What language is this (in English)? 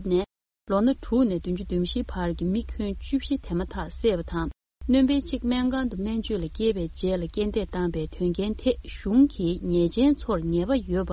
Tibetan